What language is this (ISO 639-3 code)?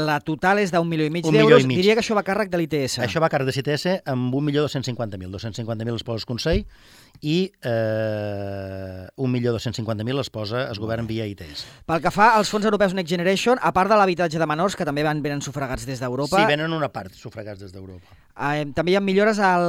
cat